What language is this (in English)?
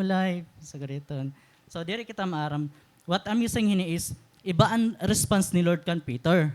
Waray